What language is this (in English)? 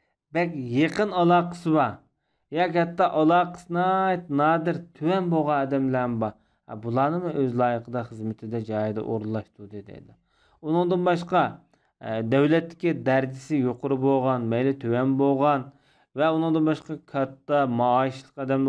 Uyghur